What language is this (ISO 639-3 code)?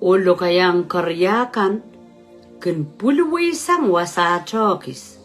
pon